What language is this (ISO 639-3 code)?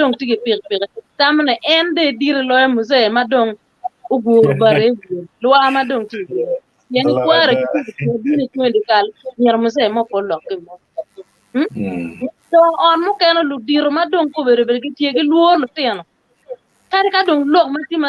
ach